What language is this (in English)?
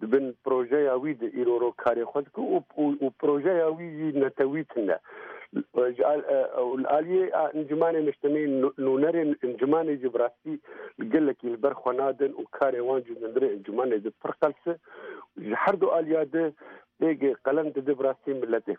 Kurdish